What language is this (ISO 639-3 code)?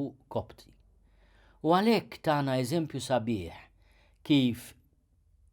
mlt